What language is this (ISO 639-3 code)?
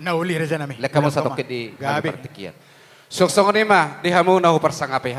bbc